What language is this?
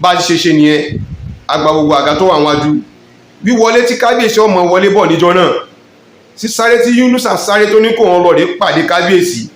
Yoruba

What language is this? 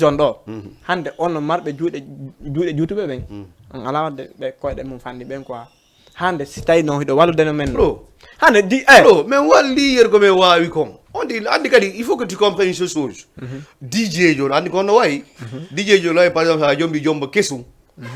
Fula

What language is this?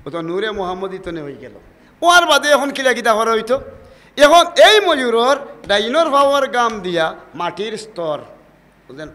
Sylheti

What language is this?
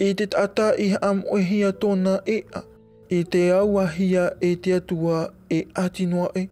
Tahitian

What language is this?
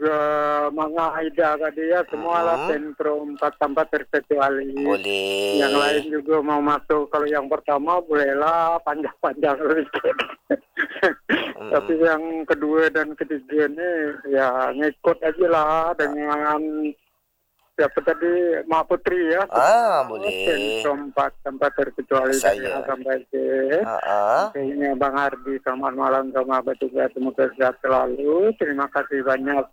Malay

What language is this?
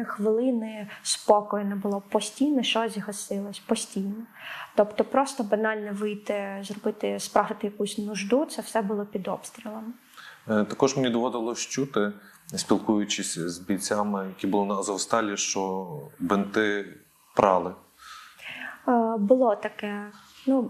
Ukrainian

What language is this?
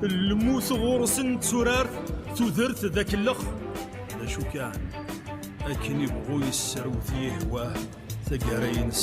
Kabyle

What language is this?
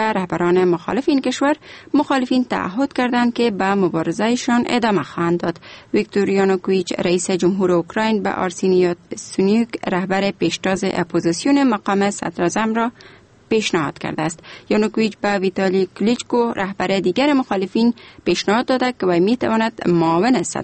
Persian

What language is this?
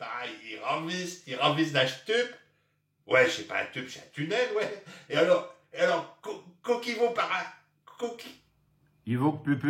Picard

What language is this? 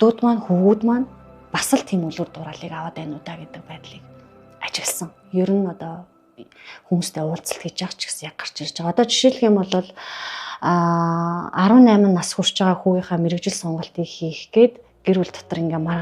Mongolian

